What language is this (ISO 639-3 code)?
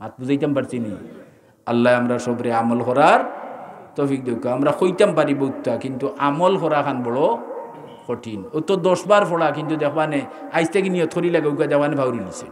syl